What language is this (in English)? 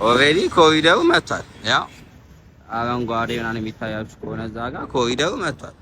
Amharic